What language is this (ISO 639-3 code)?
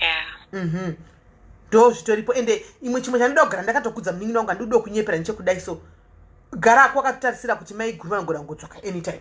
sna